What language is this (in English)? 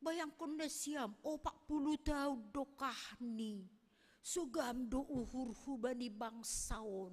Batak Simalungun